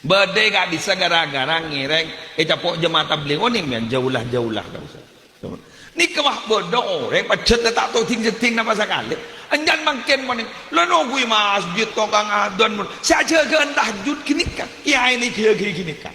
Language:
Madurese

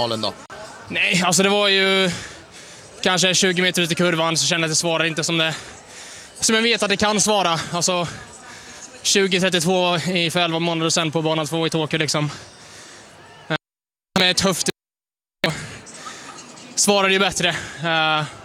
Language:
Swedish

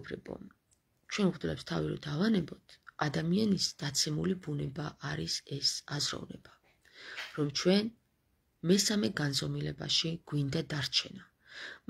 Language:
Georgian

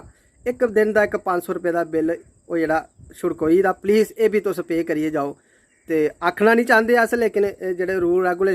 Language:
Dogri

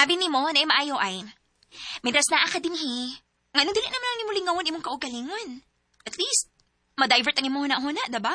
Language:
Cebuano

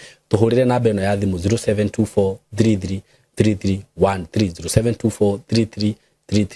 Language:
Kikuyu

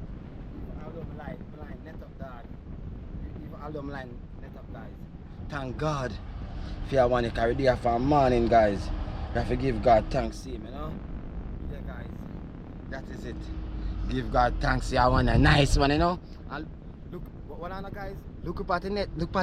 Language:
Jamaican Creole English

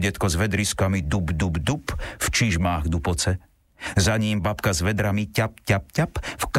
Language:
Slovak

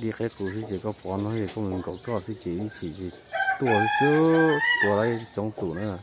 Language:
Hmong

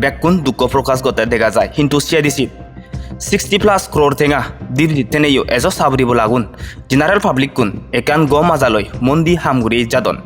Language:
Chakma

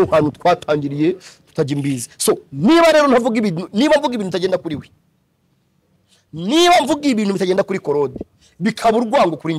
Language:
Kinyarwanda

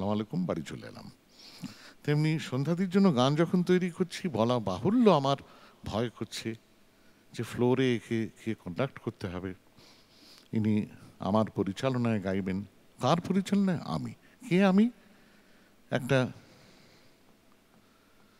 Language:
Bangla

